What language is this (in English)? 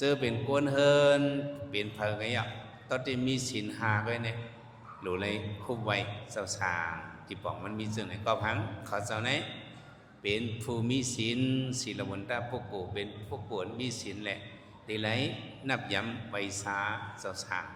Shan